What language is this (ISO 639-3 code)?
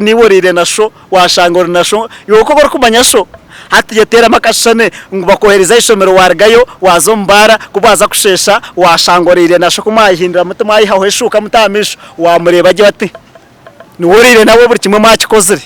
nyn